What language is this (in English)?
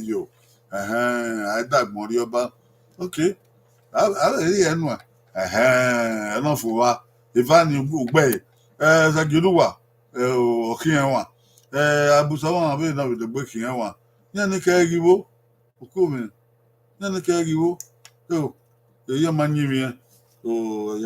Bini